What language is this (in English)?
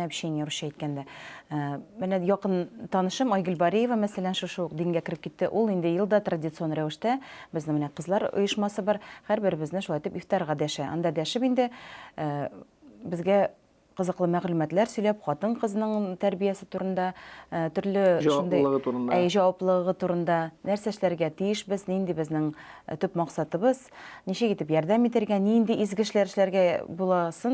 Tatar